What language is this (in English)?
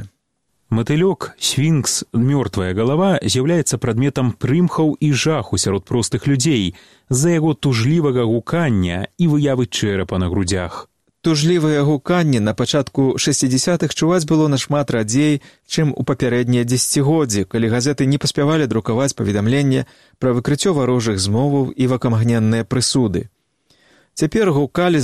Belarusian